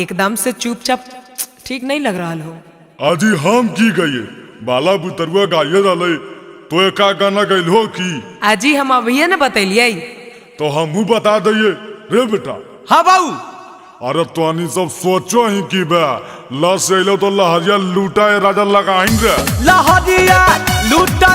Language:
Magahi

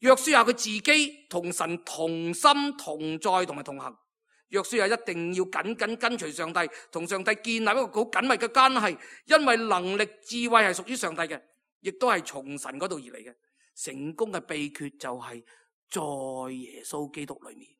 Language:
Cantonese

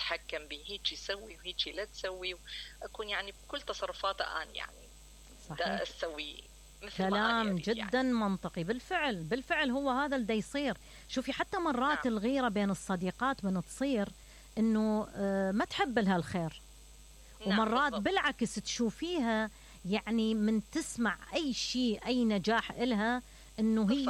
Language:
Mesopotamian Arabic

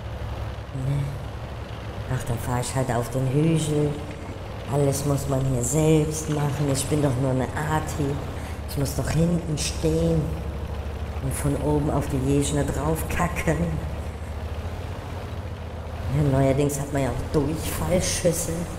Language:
German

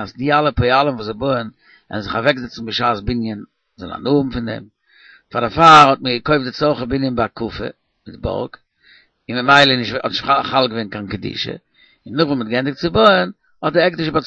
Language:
Yiddish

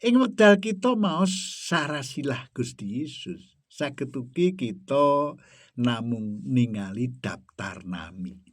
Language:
Javanese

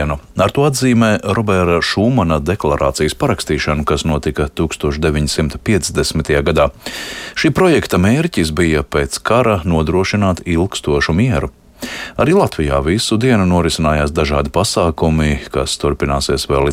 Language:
Latvian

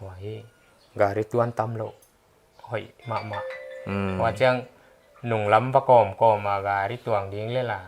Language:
Paite Chin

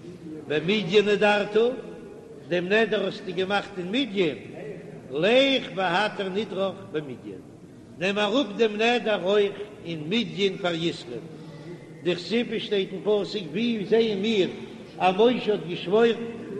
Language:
Yiddish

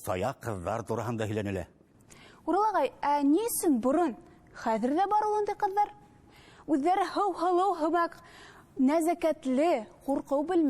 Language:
Bashkir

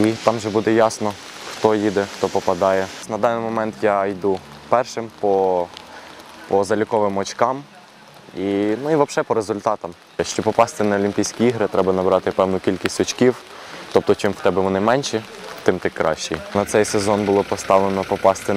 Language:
Ukrainian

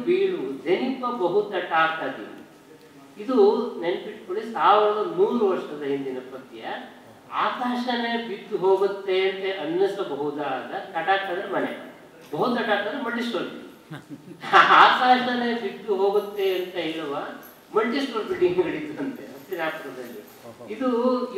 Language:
Kannada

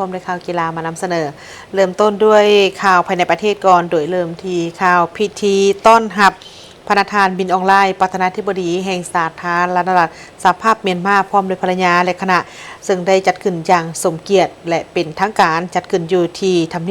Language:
Lao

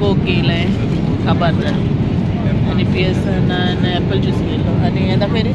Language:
Konkani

